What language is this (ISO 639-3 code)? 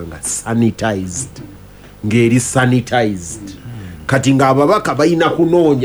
lug